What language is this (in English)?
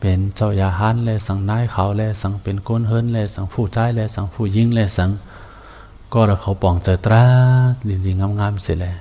Shan